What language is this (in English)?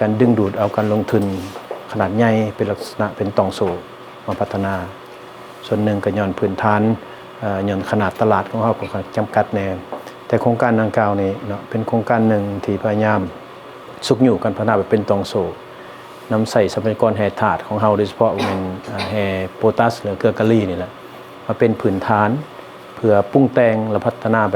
Lao